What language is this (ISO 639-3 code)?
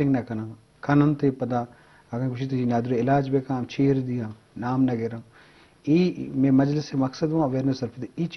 bgp